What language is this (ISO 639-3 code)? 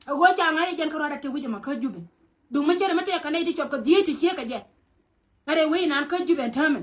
nus